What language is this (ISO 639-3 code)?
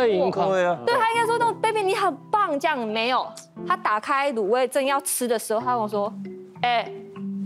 zho